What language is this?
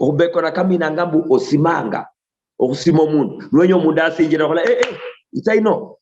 Luyia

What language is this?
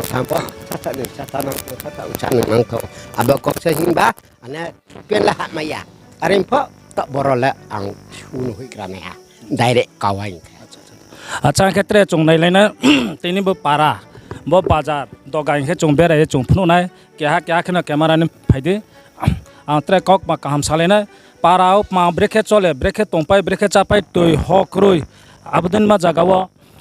Riang (India)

